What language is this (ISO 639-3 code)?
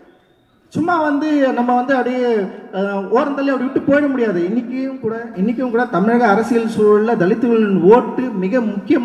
tam